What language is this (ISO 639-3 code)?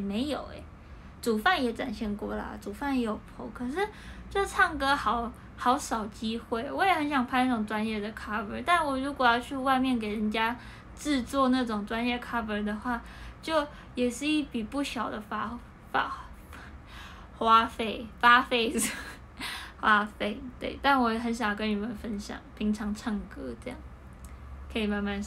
zho